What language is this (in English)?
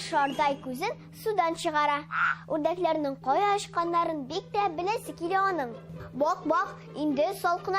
Tatar